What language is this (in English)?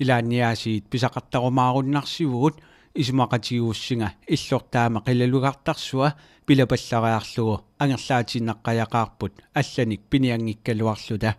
Kalaallisut